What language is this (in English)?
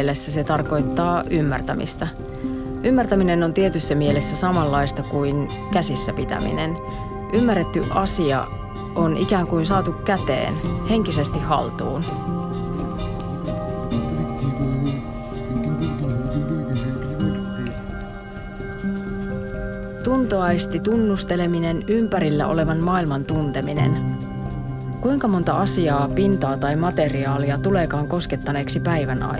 Finnish